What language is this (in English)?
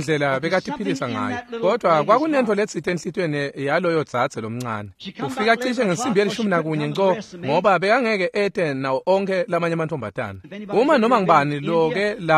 Swati